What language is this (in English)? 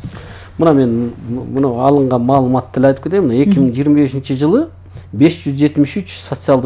Kyrgyz